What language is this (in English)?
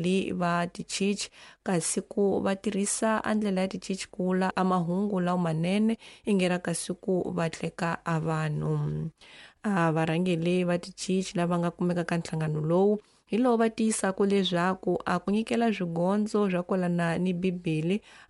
Tsonga